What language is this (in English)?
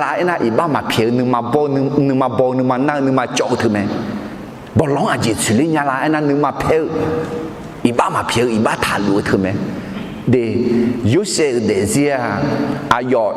Akha